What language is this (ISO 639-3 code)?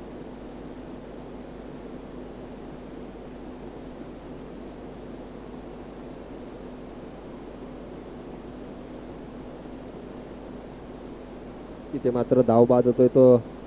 mar